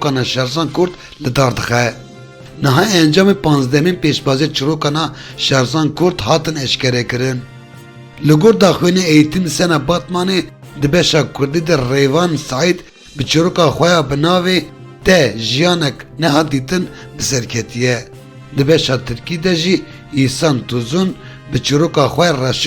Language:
Kurdish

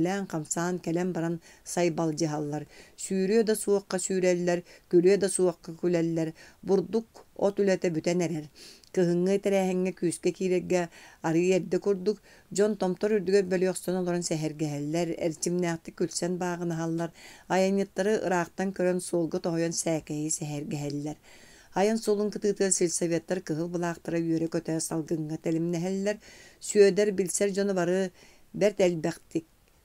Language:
Yakut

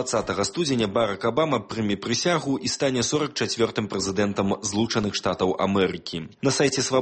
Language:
Belarusian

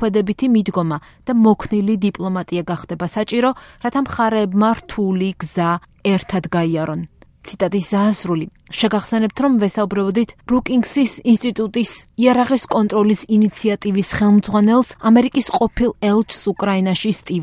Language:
Georgian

